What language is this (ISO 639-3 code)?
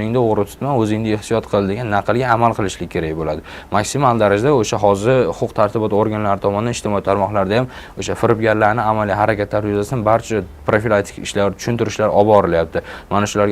uzb